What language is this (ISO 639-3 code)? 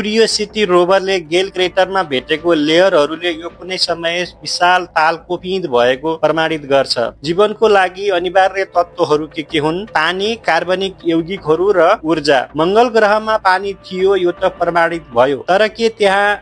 nep